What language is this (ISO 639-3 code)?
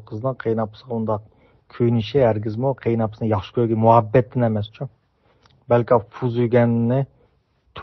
uig